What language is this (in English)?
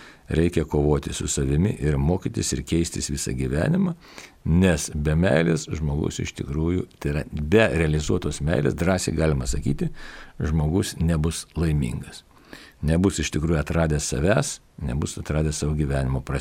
Lithuanian